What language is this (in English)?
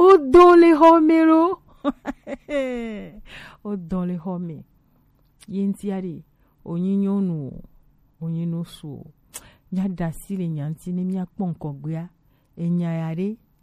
Gen